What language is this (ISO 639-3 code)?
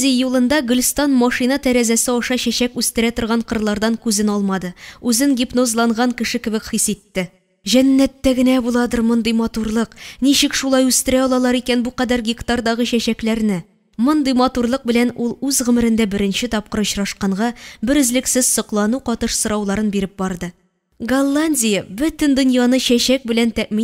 tat